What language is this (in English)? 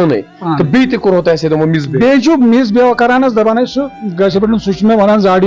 Kashmiri